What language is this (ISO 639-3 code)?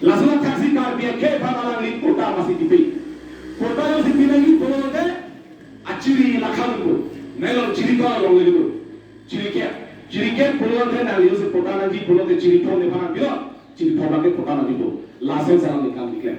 mjw